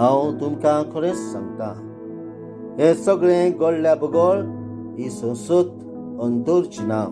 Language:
Konkani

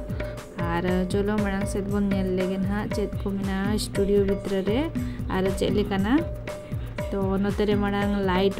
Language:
Santali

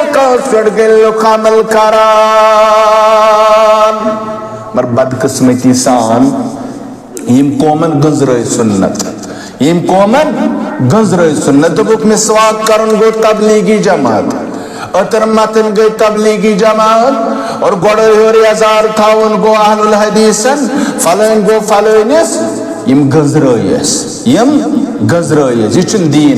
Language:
Kashmiri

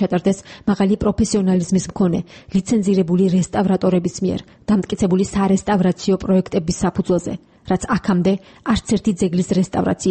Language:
Georgian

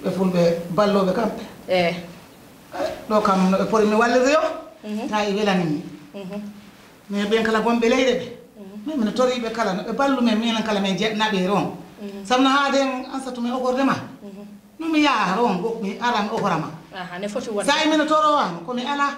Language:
Fula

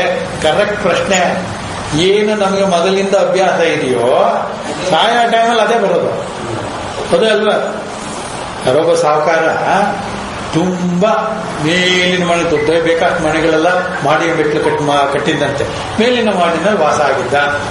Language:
Kannada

